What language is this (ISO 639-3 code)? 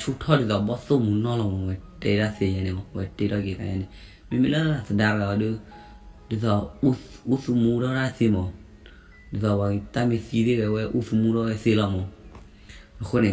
ksw